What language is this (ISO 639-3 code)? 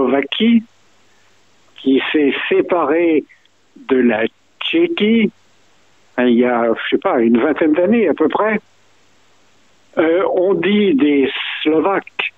fra